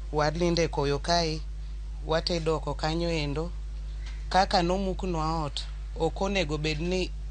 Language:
Luo (Kenya and Tanzania)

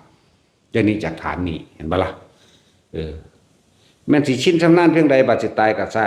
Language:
Northeastern Thai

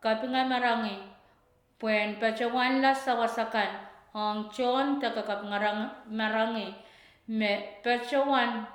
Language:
Pohnpeian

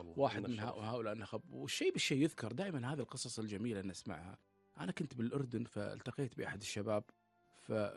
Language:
Gulf Arabic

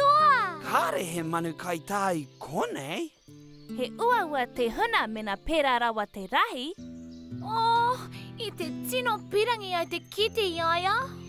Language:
Māori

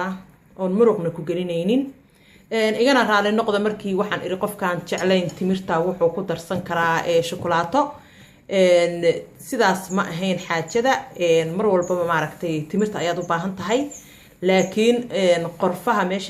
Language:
Somali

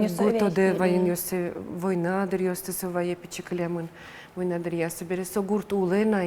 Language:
Udmurt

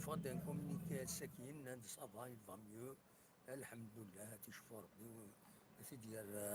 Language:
Kabyle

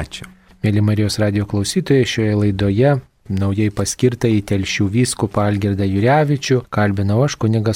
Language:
Lithuanian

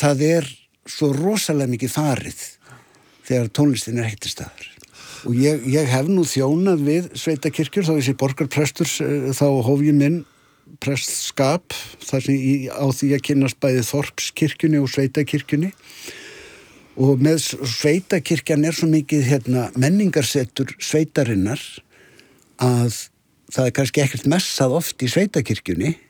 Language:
Icelandic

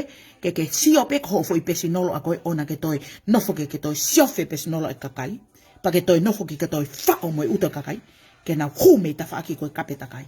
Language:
Tongan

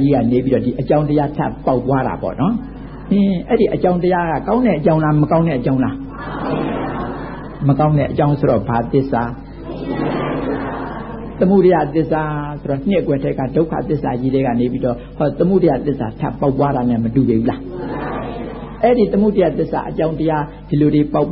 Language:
Burmese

